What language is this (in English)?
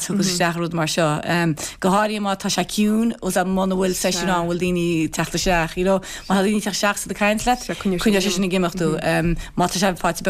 Irish